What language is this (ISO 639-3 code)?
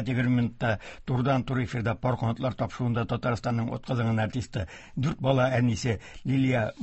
tat